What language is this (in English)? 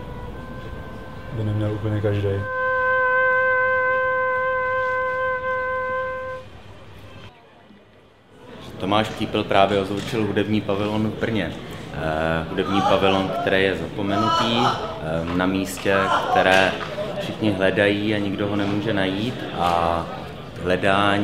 Czech